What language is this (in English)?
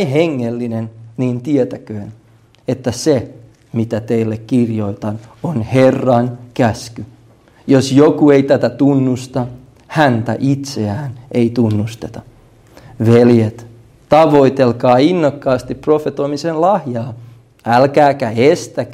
Finnish